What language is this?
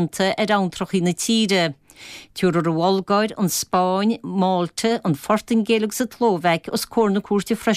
Irish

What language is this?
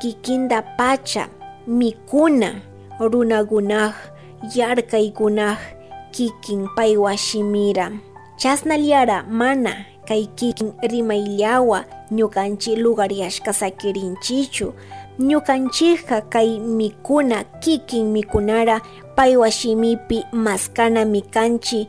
Chimborazo Highland Quichua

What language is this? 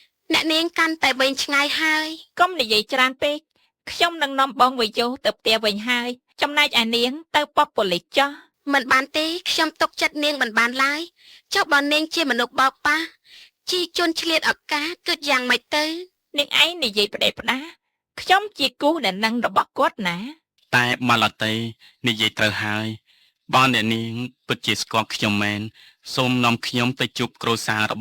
Khmer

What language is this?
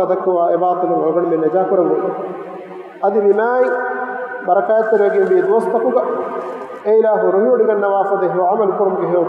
Divehi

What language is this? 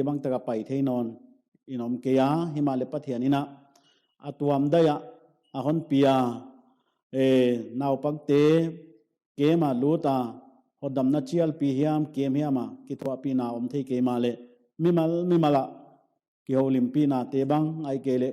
Paite Chin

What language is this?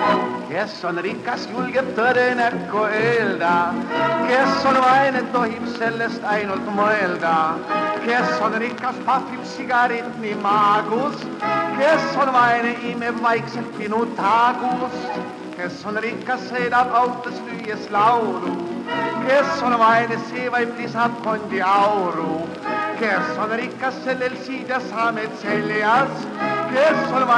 Estonian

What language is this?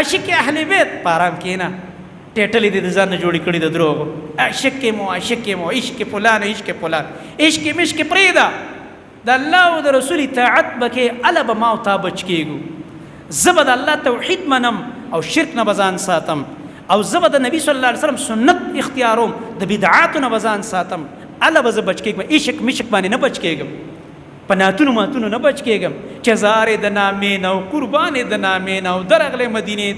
Pashto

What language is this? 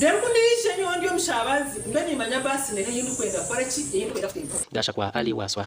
Nyankole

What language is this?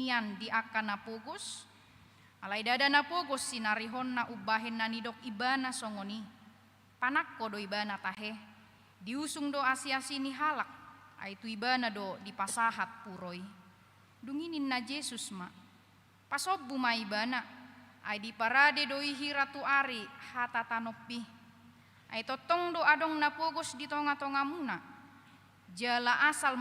Batak Toba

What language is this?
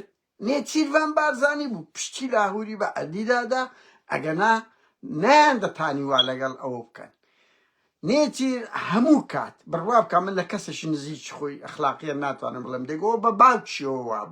Central Kurdish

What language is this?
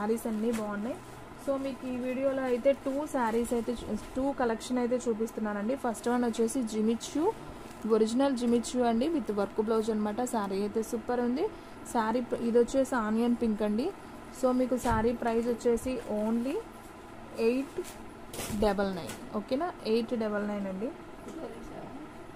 Telugu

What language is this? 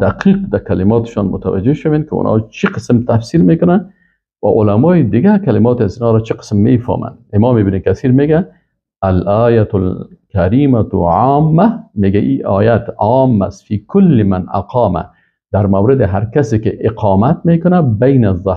Persian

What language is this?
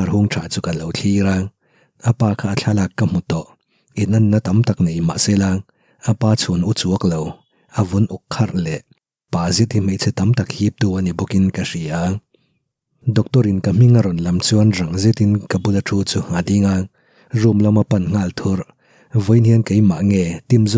Mizo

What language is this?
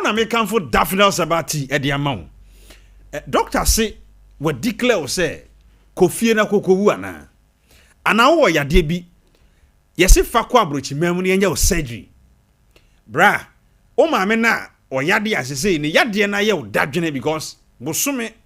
Akan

